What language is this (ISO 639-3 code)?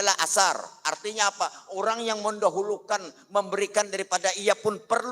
bjn